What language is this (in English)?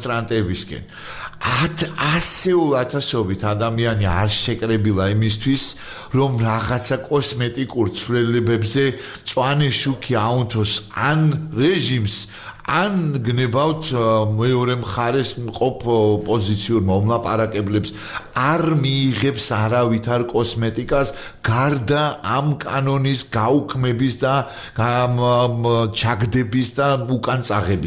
Georgian